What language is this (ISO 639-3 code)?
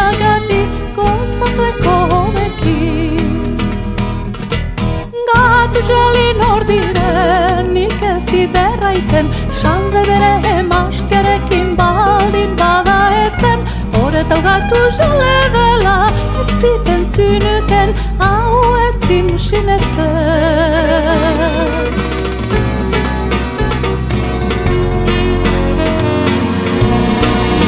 eus